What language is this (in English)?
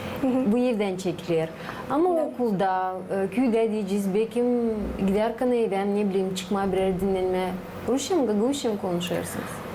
Gagauz